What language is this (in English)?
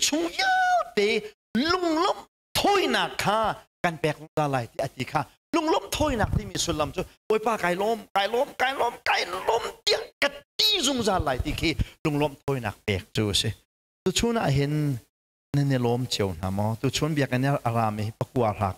Hakha Chin